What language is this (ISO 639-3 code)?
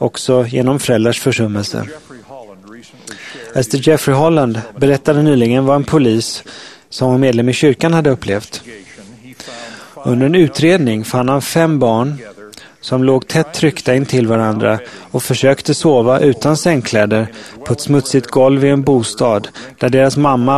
swe